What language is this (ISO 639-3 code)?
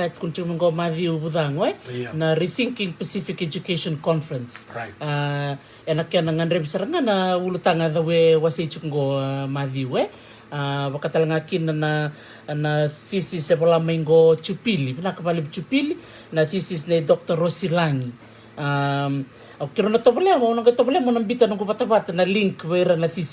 fij